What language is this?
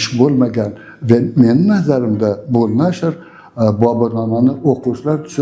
Uzbek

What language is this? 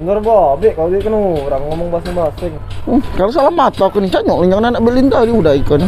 Musi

